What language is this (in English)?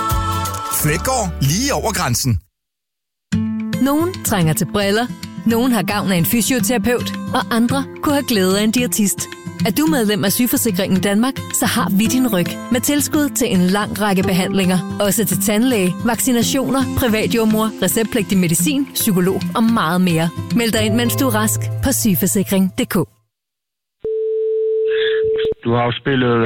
Danish